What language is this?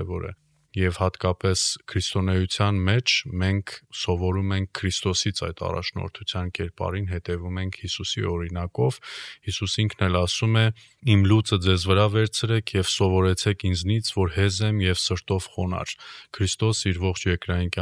Armenian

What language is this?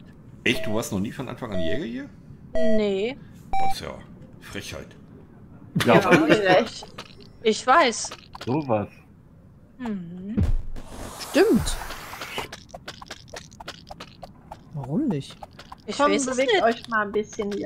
German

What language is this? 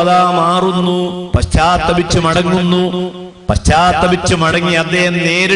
Malayalam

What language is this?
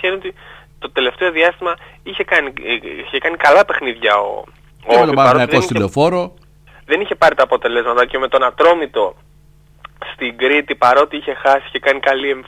Greek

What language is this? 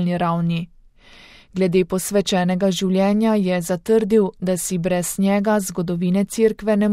Slovenian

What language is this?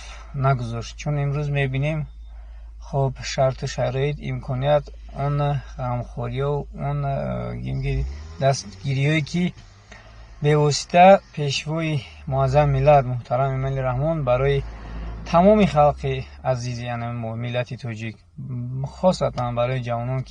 Tajik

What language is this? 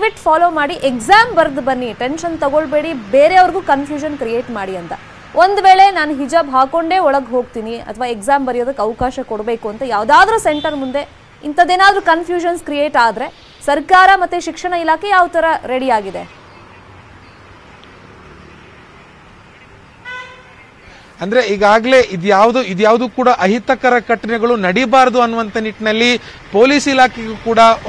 Kannada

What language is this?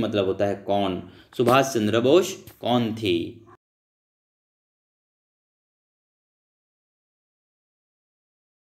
Hindi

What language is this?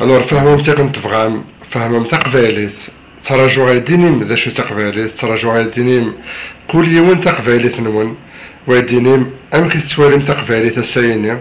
Kabyle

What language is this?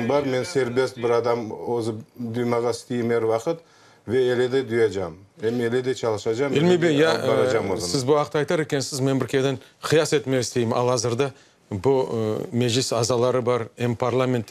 Crimean Tatar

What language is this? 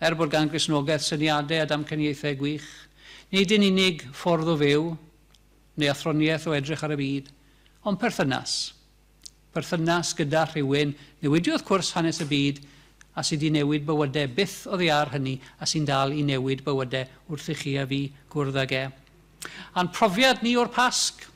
Welsh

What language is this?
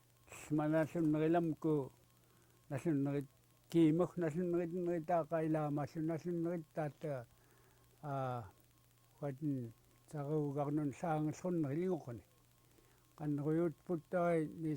Central Yupik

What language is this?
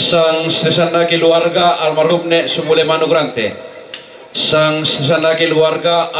Toraja-Sa'dan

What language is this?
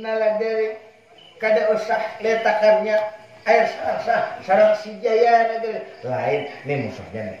Banjar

